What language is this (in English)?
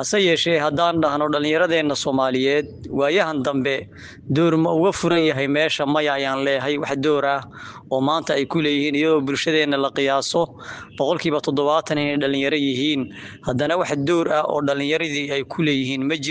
Somali